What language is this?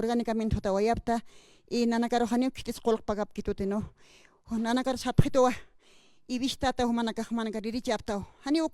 Aymara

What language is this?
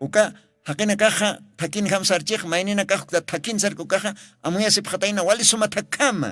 Aymara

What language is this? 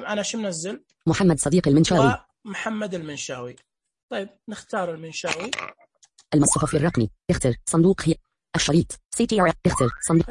Najdi Arabic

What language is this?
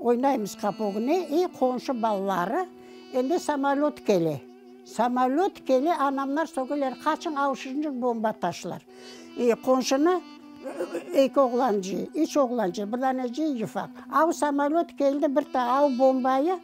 Crimean Tatar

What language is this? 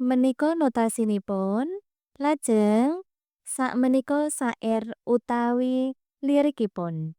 Javanese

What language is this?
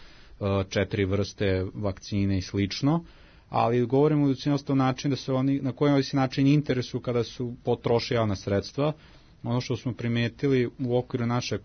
Serbian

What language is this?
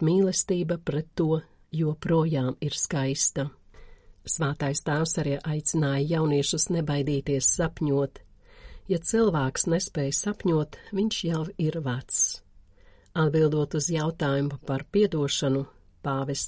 Latvian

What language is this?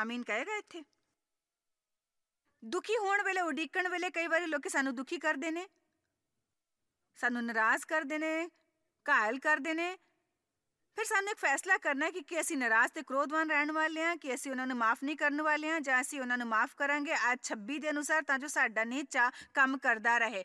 Punjabi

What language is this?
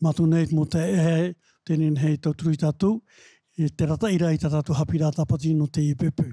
Tahitian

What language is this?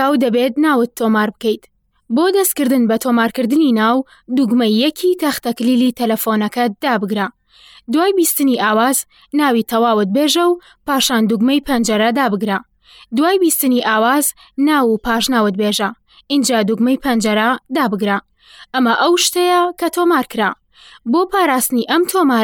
Central Kurdish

